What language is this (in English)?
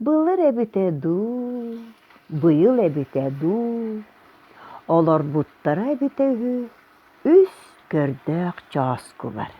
Yakut